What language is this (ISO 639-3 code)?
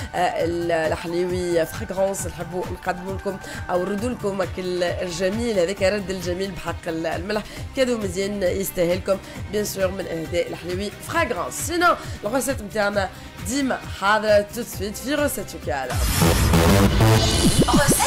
aeb